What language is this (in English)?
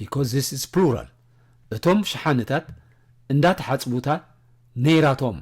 Tigrinya